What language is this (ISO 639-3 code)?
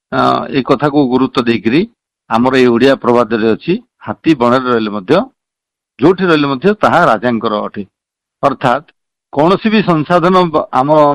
ori